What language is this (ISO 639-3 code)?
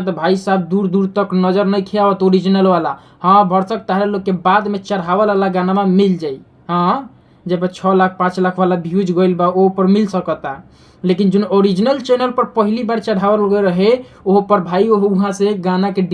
bho